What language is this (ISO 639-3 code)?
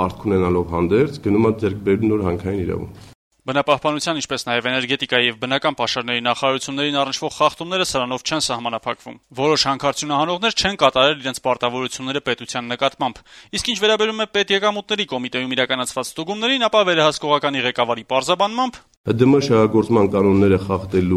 hye